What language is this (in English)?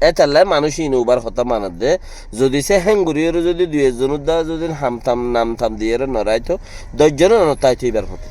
Rohingya